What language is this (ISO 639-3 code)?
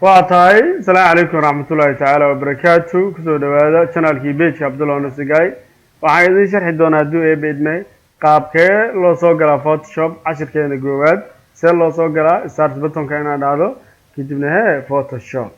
som